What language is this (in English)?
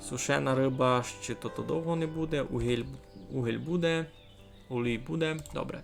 Rusyn